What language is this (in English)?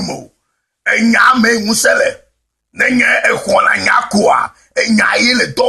Ewe